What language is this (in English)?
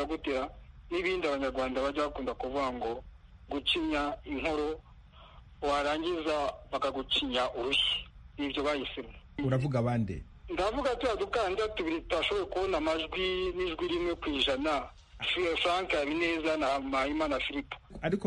Kinyarwanda